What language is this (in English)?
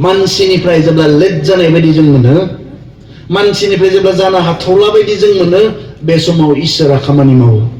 Bodo